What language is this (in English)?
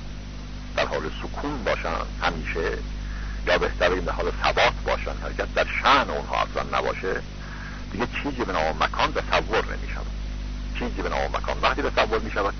Persian